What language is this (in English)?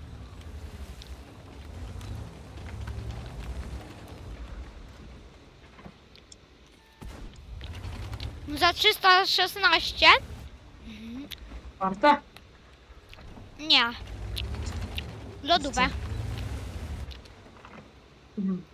Polish